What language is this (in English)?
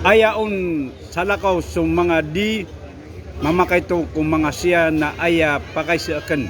Maranao